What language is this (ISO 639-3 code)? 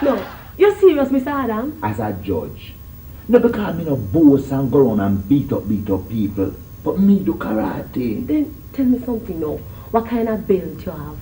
jam